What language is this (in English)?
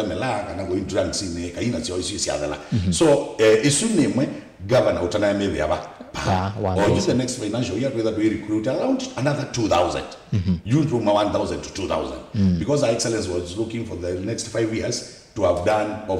Kamba